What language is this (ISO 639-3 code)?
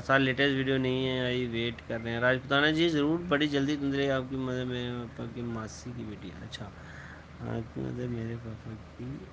doi